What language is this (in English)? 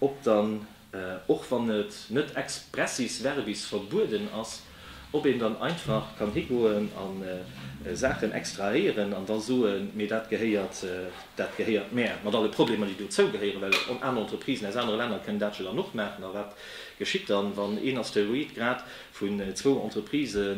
Luxembourgish